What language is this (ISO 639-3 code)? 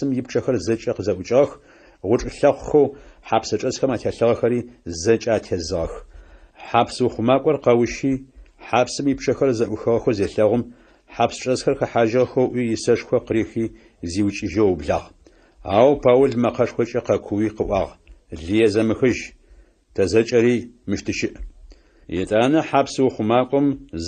ady